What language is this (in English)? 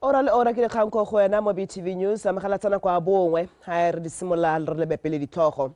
Tswana